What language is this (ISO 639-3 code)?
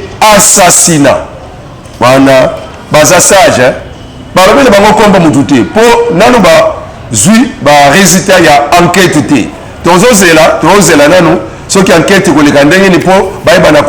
lin